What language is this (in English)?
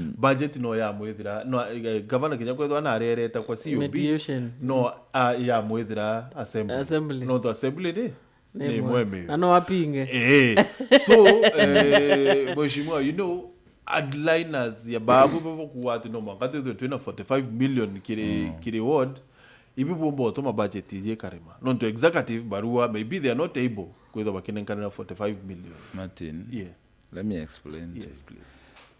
Meru